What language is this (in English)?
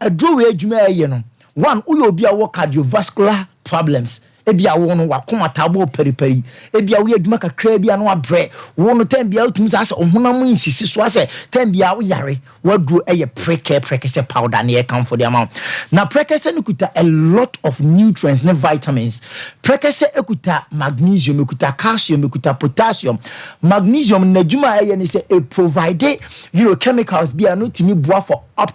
Akan